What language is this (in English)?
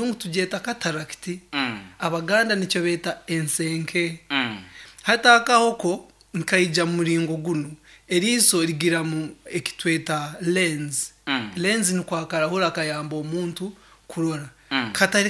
Nyankole